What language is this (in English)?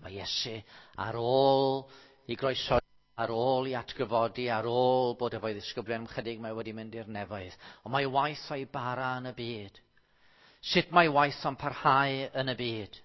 Welsh